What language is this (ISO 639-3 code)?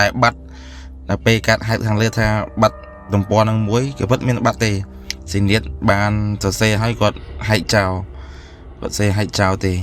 khm